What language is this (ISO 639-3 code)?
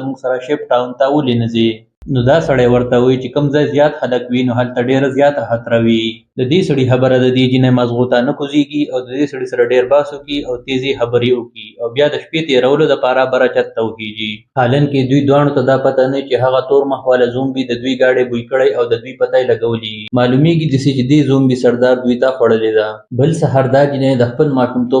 pus